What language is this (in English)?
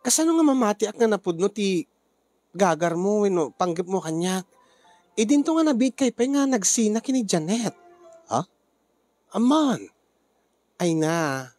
Iloko